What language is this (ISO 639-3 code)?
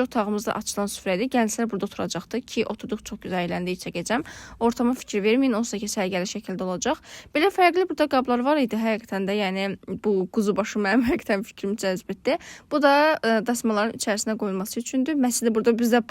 aze